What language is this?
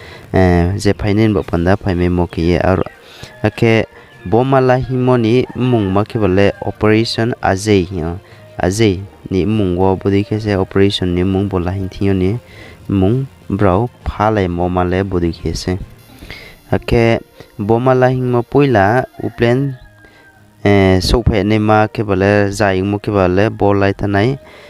Riang (India)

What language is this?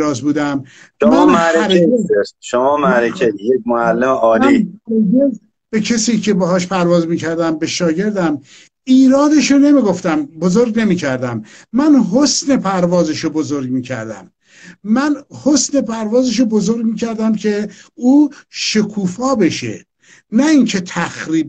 Persian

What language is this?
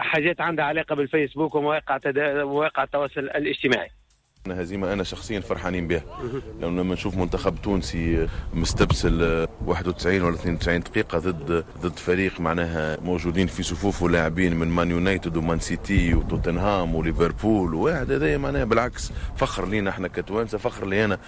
Tunisian Arabic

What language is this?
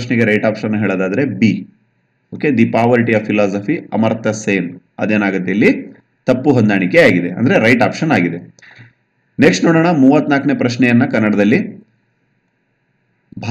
Kannada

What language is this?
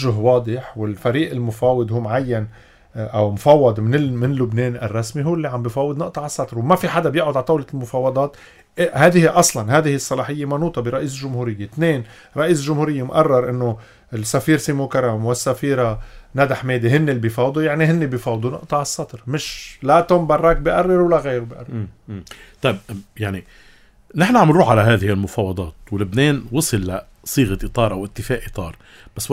North Levantine Arabic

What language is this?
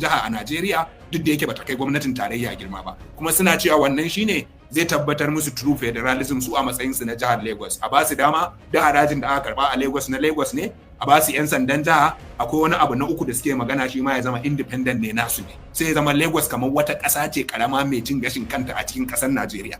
Hausa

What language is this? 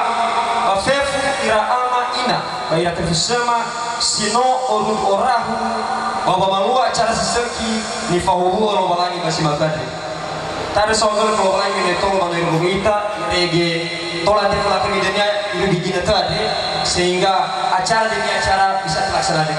Nias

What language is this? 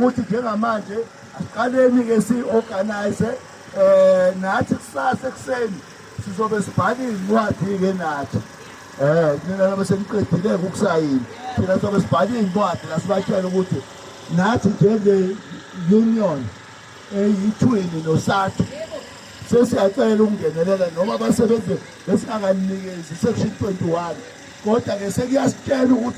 Zulu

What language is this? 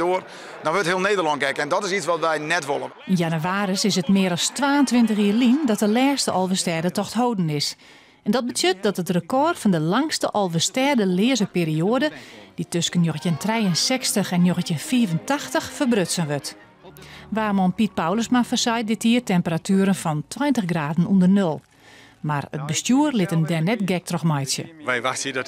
Western Frisian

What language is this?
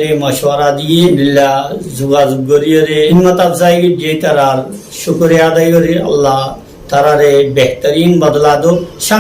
Rohingya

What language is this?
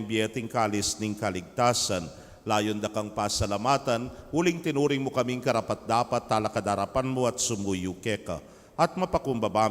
Pampanga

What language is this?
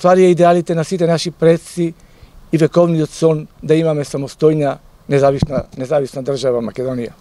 Macedonian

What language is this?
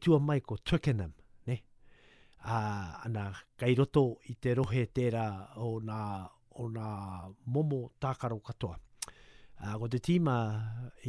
Māori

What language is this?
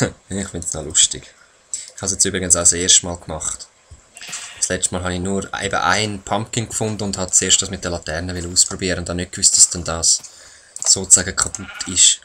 Swiss German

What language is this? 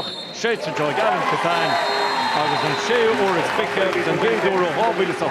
Irish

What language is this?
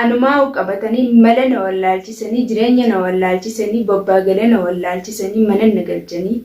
Oromo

